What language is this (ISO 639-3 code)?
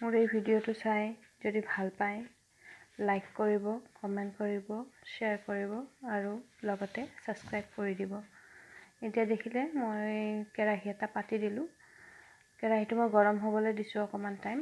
asm